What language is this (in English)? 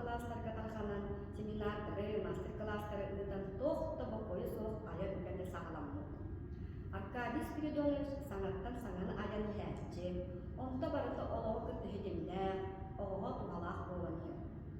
Yakut